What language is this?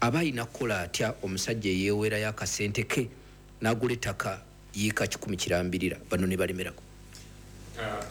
Ganda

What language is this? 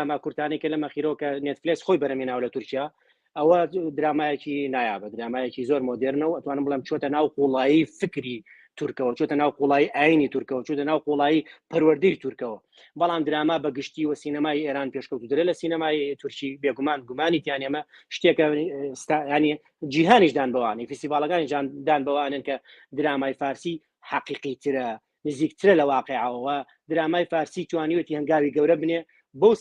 Central Kurdish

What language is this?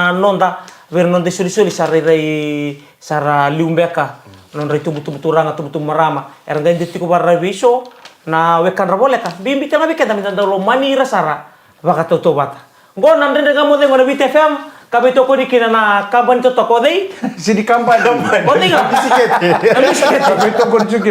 Fijian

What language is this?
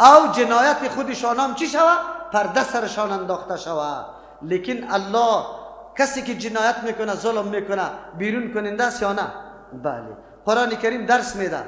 Persian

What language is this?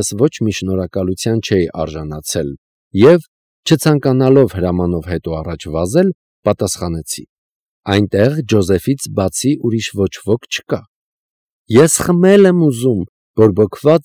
Armenian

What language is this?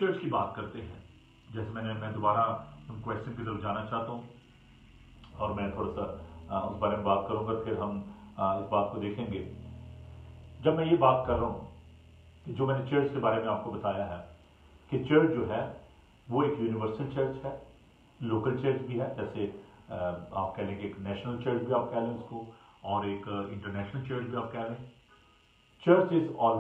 Urdu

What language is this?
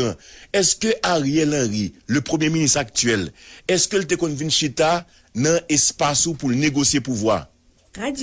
Haitian Creole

